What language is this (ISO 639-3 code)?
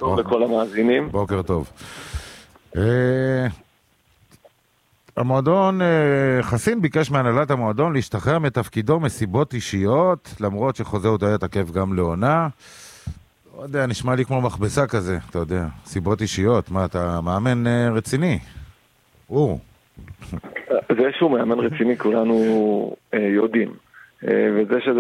heb